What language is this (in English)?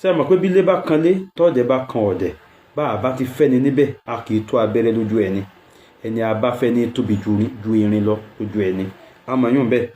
Yoruba